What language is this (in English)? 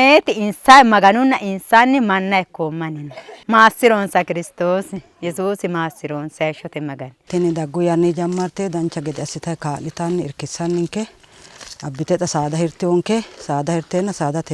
Sidamo